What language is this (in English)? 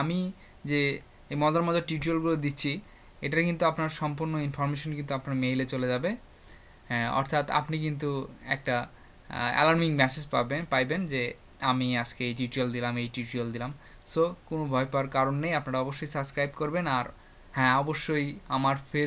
Bangla